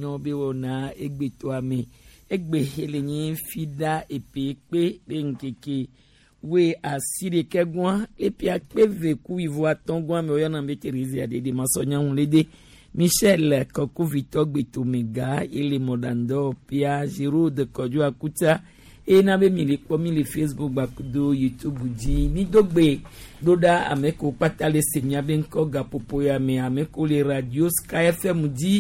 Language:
Gen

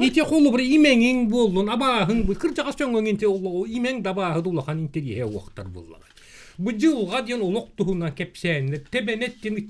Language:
Yakut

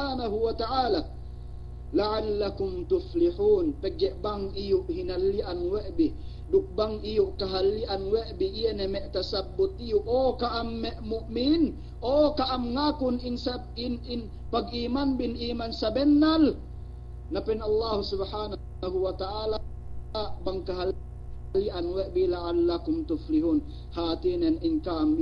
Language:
Yakan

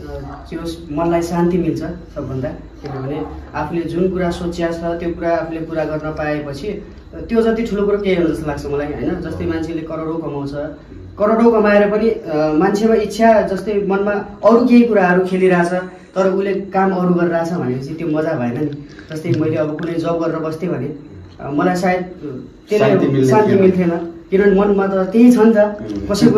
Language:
Nepali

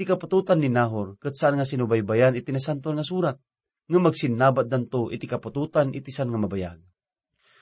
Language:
Iloko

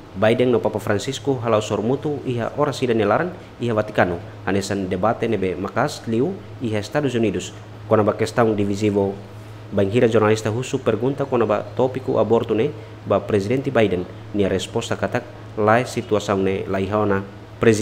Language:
Tetum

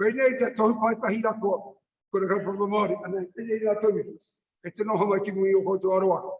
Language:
Māori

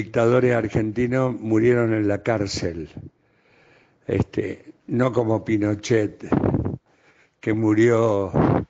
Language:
Spanish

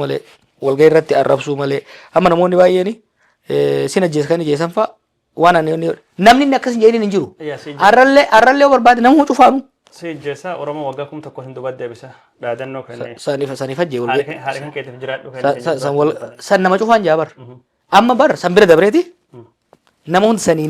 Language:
Oromo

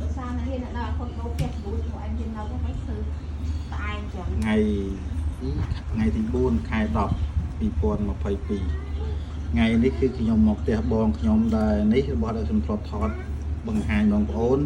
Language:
Khmer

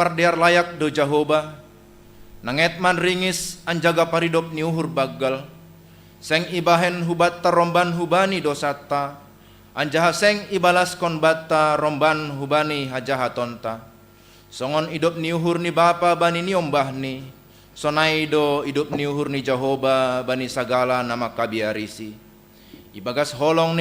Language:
Batak Simalungun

